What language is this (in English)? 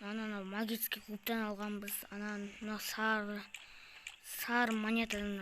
Kazakh